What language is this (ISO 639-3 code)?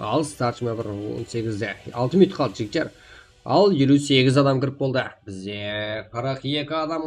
kaa